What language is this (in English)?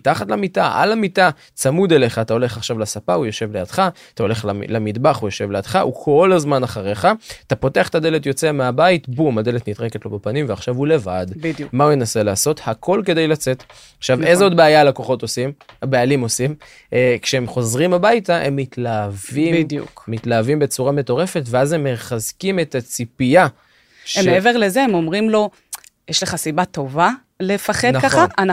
Hebrew